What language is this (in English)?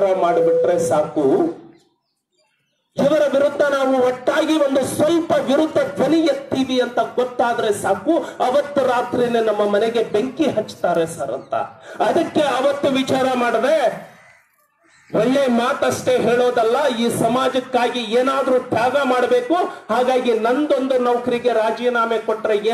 Kannada